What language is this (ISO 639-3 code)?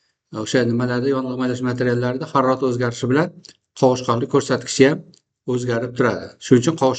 uzb